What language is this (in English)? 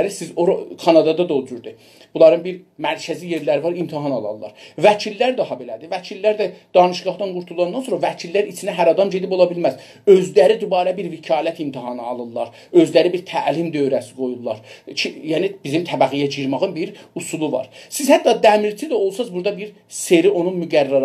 South Azerbaijani